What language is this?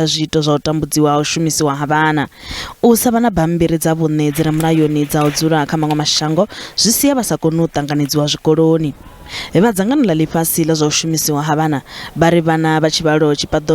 Venda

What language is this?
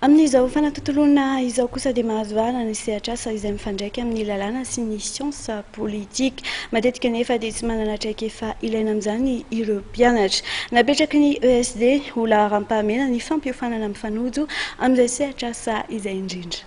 Malagasy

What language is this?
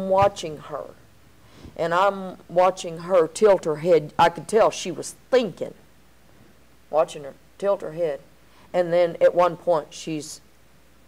English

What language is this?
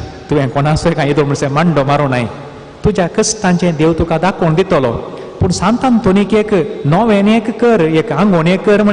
Konkani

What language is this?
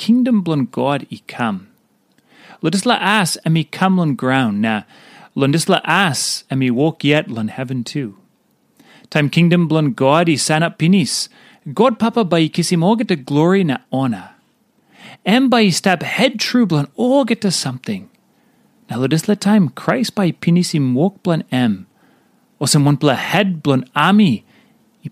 Tok Pisin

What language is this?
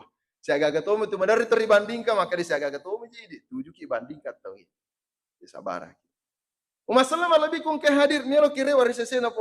Buginese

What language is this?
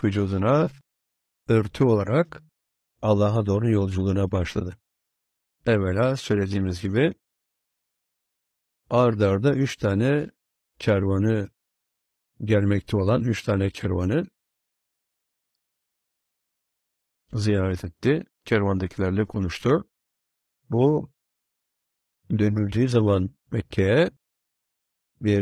Turkish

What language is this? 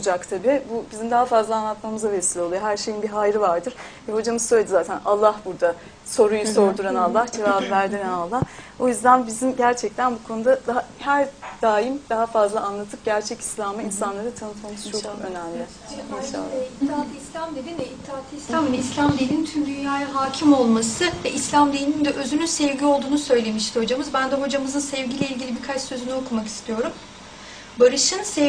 Turkish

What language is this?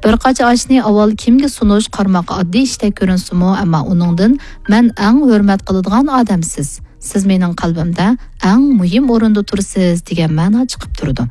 Uyghur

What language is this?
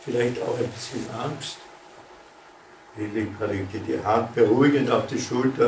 German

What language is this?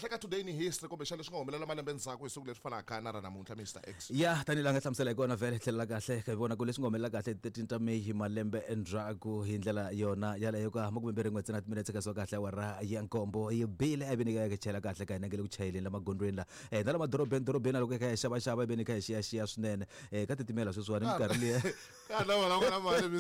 Tsonga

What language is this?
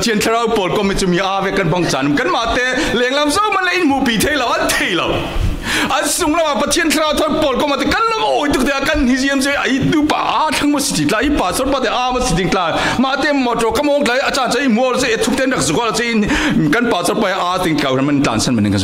Falam Chin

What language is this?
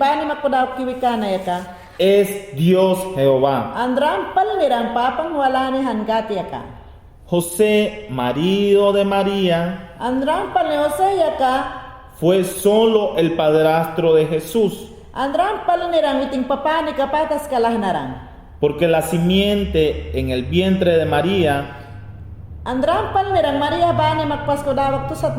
Mayangna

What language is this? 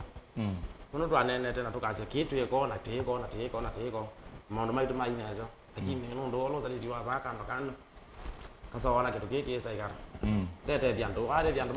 Kamba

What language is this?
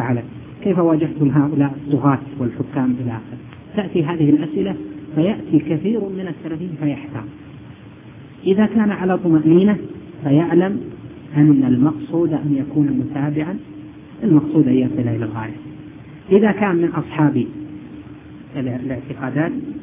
Arabic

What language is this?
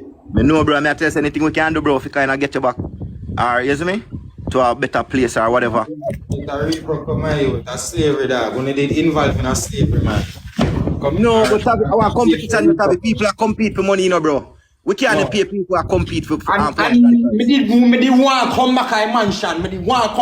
Jamaican Creole English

